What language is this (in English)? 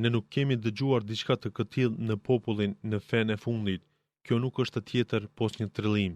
Albanian